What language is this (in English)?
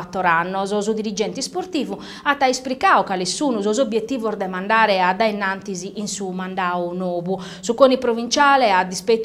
Sardinian